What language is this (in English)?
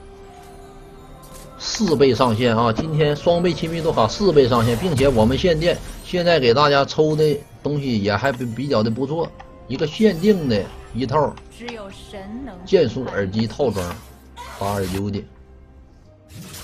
Chinese